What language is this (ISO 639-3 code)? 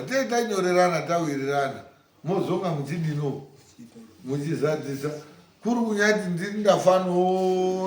sna